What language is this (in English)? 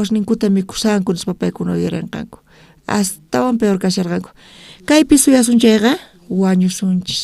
South Bolivian Quechua